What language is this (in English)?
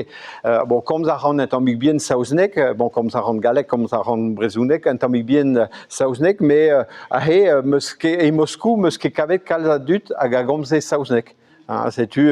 Breton